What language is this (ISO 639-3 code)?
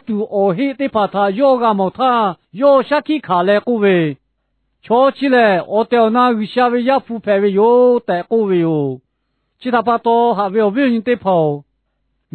lhu